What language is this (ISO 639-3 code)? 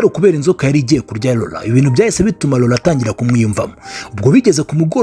kin